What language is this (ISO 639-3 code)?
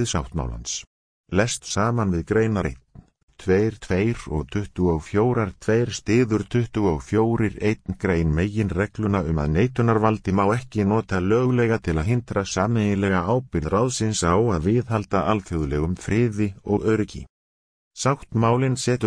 isl